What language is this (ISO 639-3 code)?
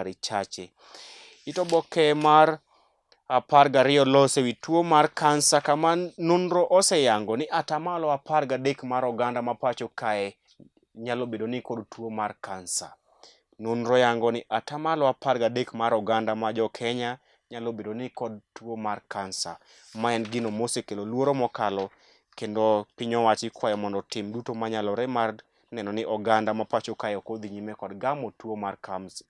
luo